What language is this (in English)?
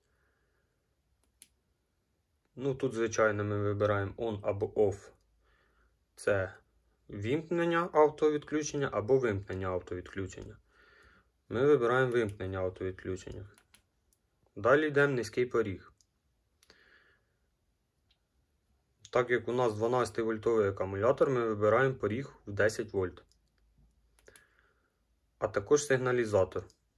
Ukrainian